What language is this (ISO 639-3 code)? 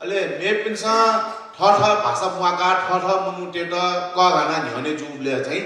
new